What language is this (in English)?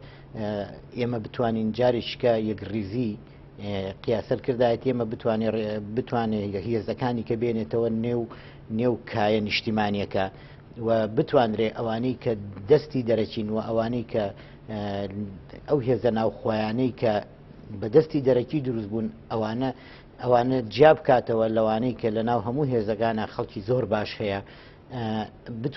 Central Kurdish